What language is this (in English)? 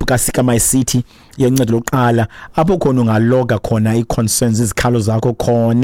Xhosa